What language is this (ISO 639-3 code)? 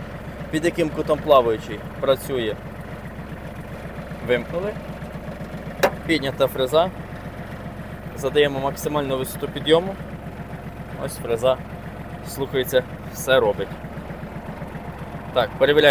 ukr